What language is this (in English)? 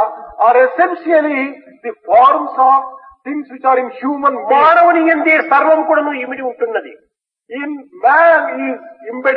Telugu